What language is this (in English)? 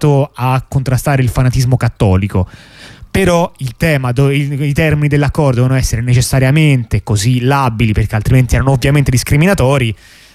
Italian